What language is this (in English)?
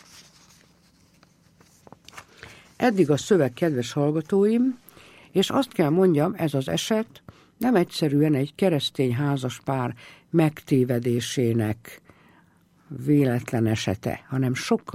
Hungarian